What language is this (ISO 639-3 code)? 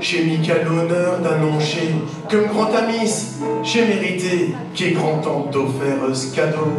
pcd